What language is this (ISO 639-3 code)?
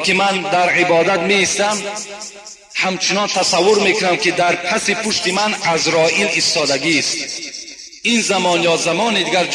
tgk